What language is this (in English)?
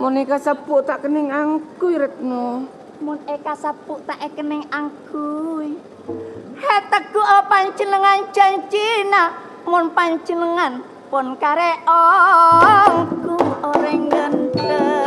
Madurese